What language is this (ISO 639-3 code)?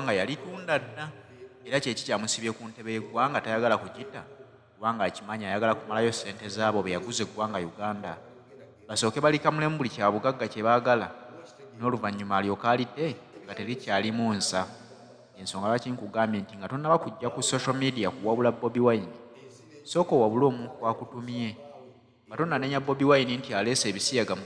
lug